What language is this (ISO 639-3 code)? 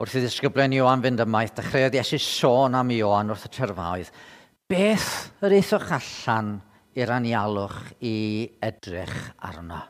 cym